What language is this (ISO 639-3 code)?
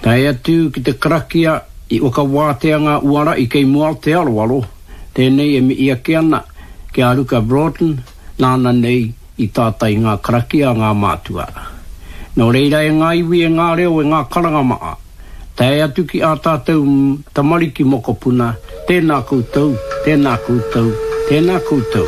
mri